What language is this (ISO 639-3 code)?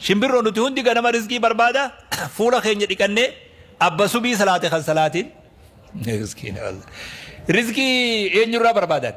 orm